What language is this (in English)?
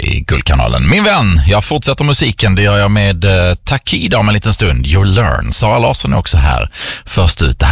Swedish